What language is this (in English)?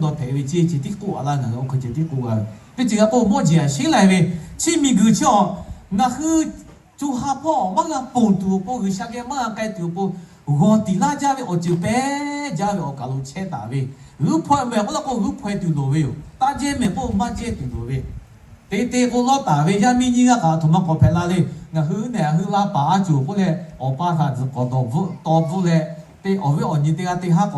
Lahu